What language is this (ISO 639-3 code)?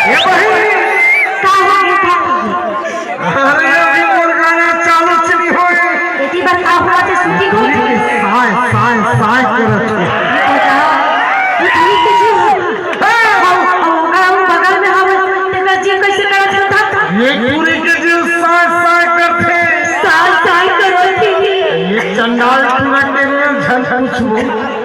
hne